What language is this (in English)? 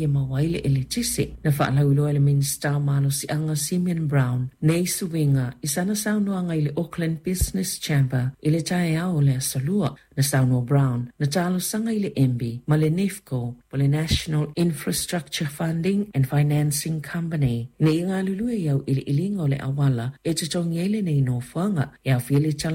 Samoan